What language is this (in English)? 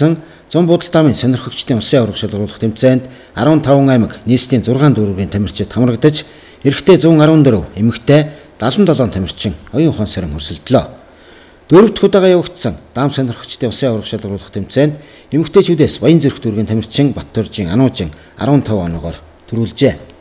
Mongolian